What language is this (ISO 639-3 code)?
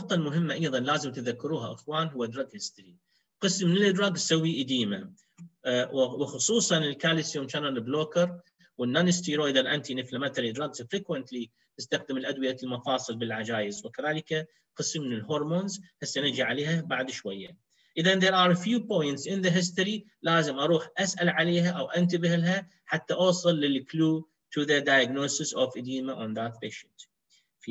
acm